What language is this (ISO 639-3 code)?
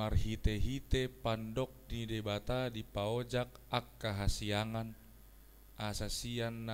bbc